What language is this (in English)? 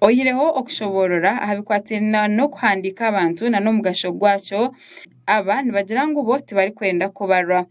Nyankole